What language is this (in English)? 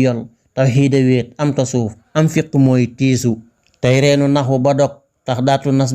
Wolof